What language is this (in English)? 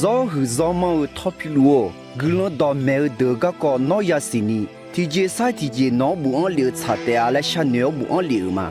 Akha